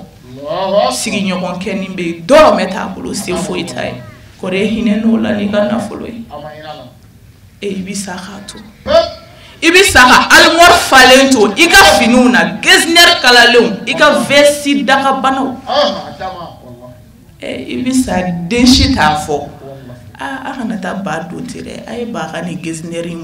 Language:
Bambara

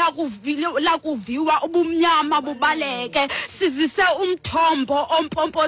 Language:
Xhosa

